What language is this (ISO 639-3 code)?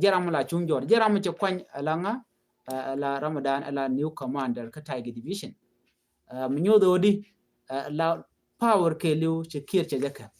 nus